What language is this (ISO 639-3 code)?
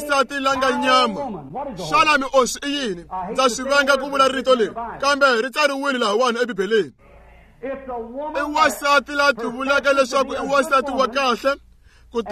tso